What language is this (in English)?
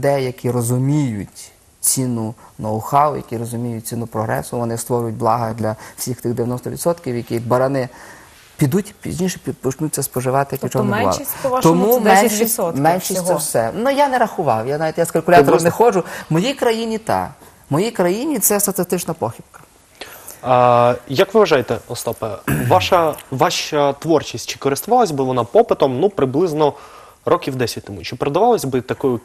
Ukrainian